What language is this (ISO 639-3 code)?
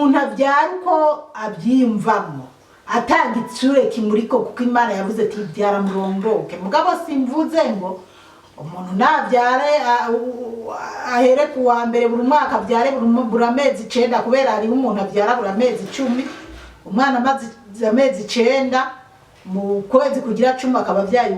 run